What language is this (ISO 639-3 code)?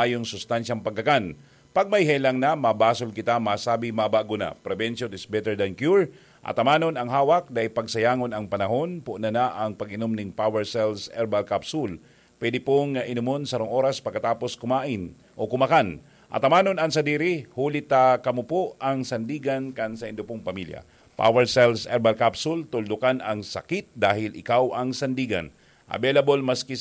bik